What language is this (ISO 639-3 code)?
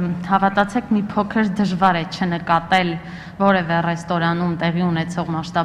hye